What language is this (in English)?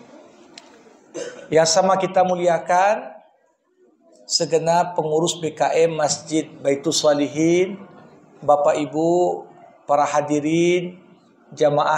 Indonesian